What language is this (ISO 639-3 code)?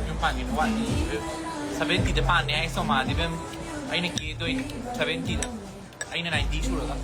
mni